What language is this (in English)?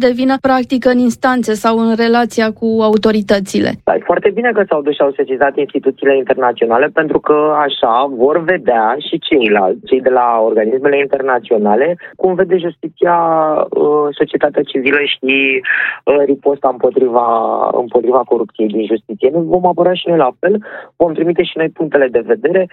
Romanian